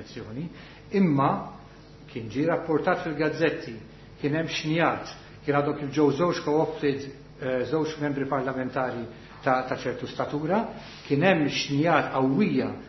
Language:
Maltese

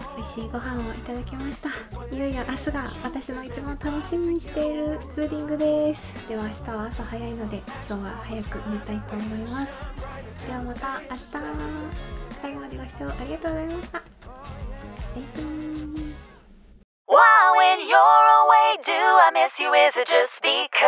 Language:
Japanese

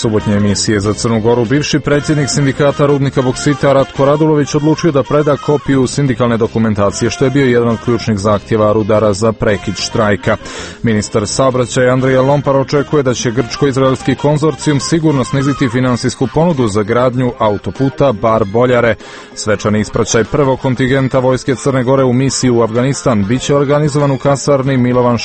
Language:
Serbian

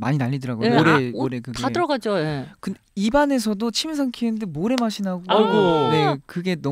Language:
Korean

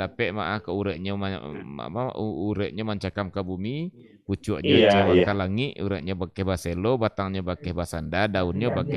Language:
Minangkabau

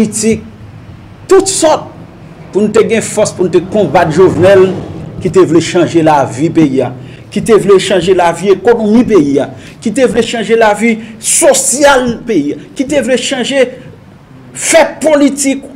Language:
Haitian Creole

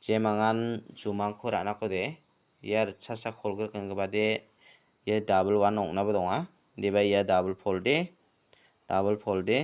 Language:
Garo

